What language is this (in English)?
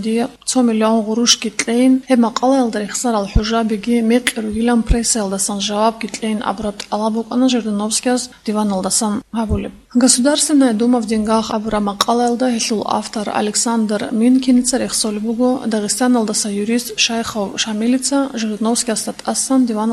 Avaric